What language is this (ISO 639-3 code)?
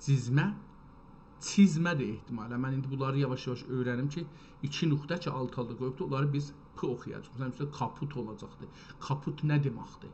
azb